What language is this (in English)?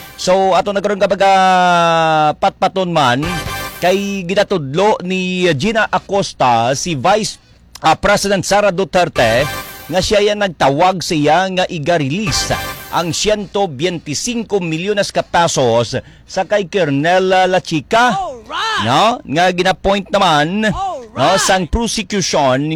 Hiligaynon